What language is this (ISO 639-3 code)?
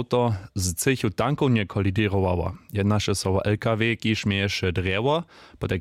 hsb